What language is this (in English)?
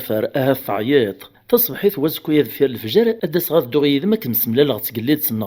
Kabyle